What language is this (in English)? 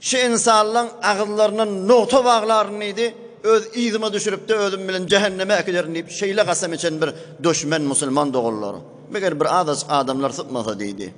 Turkmen